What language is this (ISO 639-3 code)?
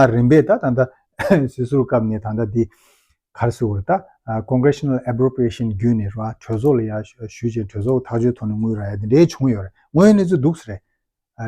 bod